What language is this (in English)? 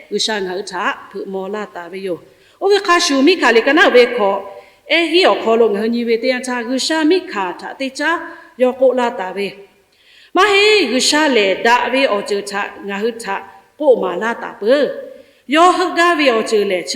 Lahu